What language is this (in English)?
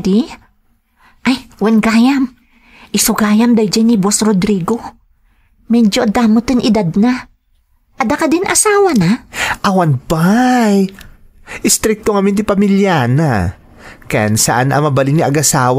Iloko